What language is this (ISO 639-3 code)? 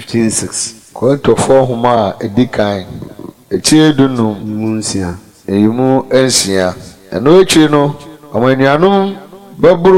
aka